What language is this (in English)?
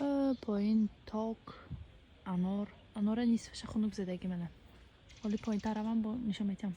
Tajik